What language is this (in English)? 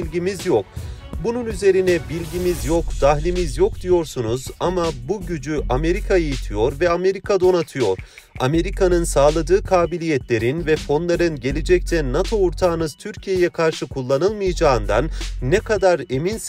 Turkish